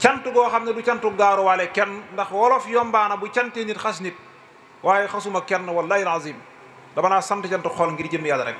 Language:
Wolof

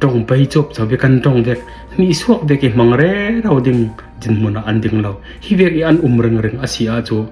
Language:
Falam Chin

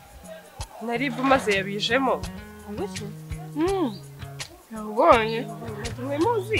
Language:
Kinyarwanda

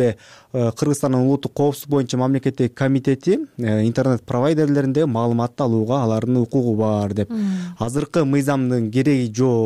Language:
Kyrgyz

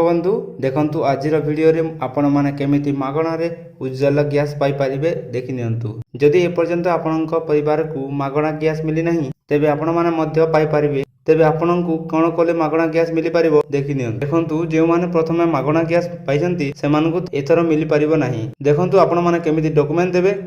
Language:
Odia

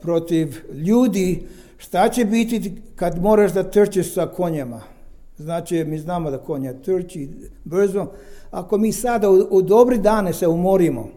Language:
Serbian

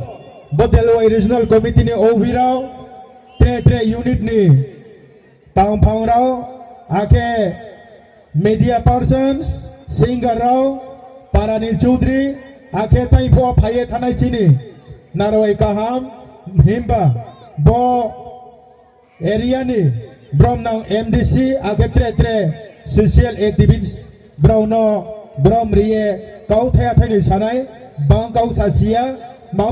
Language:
Riang (India)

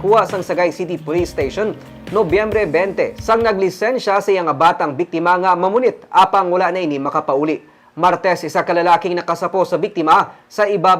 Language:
Hiligaynon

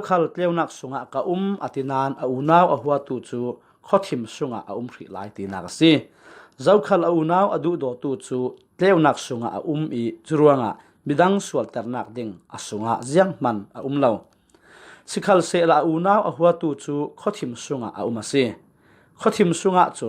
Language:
Falam Chin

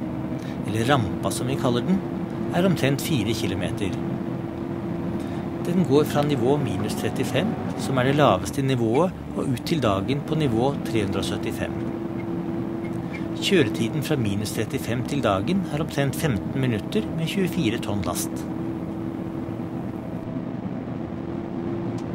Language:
Norwegian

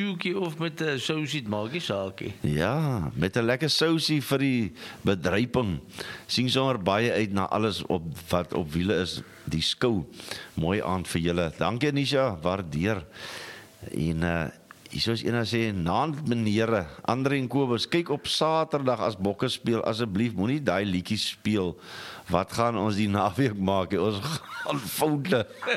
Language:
Afrikaans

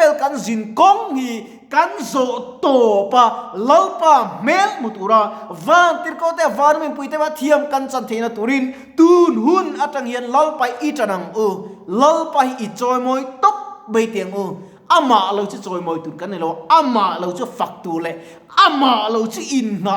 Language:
Mizo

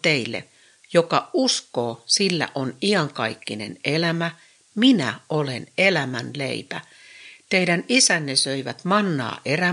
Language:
Finnish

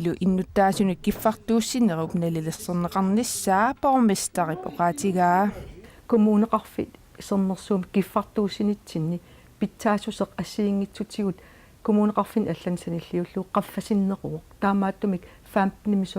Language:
Kalaallisut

